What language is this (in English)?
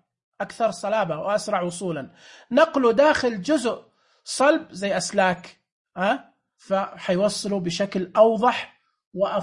Najdi Arabic